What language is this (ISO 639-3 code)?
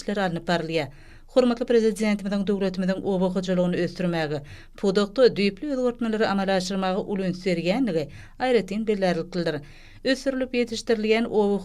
tuk